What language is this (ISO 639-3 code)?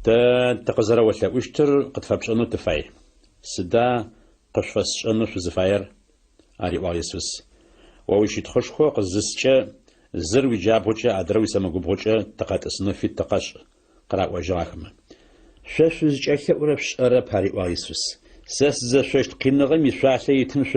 ady